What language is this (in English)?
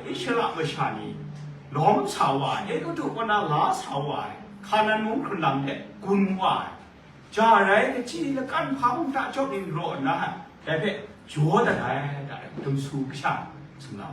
Kachin